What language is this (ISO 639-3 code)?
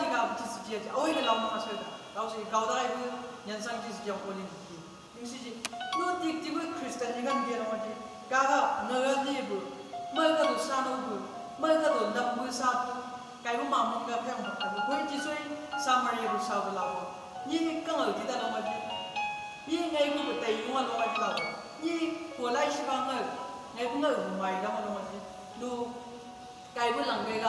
nbc